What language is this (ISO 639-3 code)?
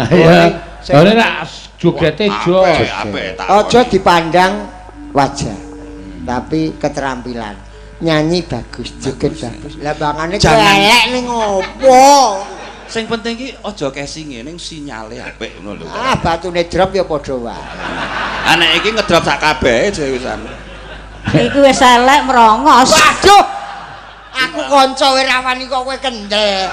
jav